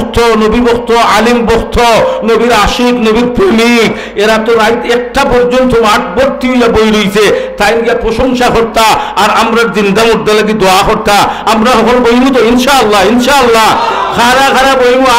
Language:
Sylheti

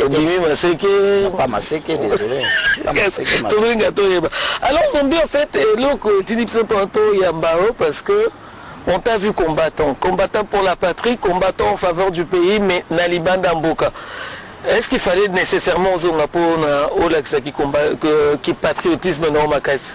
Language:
Lingala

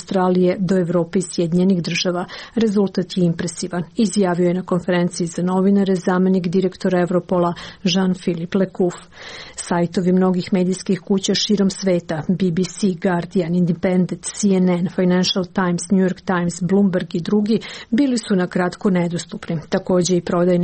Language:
Serbian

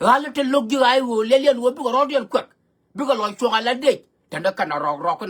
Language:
Nuer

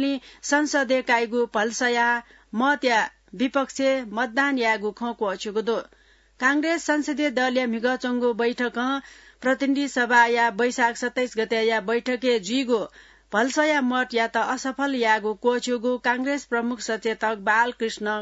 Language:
Newari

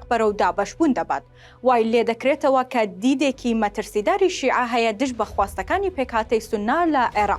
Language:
Central Kurdish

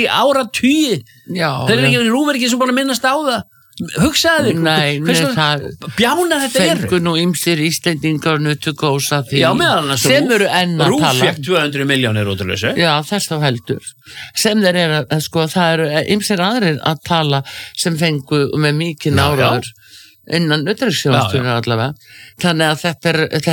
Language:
Icelandic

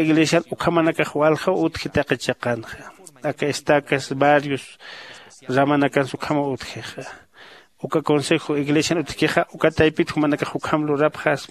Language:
Aymara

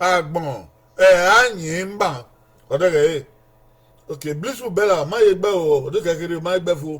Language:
Bini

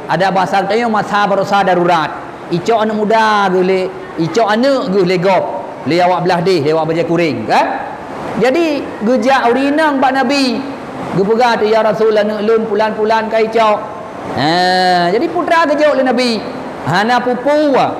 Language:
Achinese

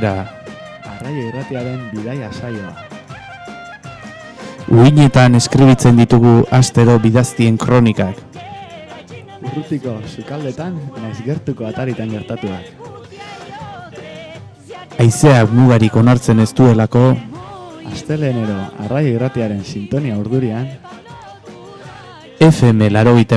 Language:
Basque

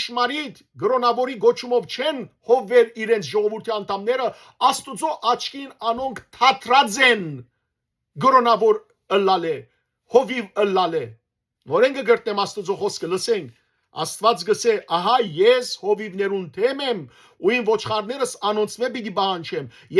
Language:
Western Armenian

